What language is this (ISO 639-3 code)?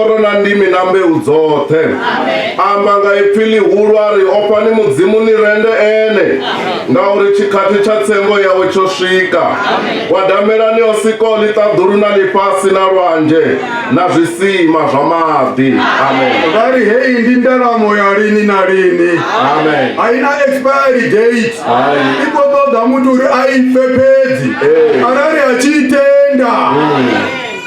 ven